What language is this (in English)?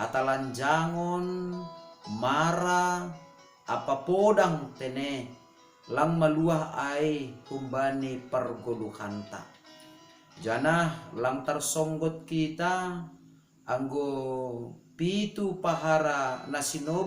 Batak Simalungun